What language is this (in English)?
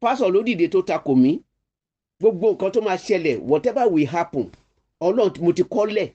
Yoruba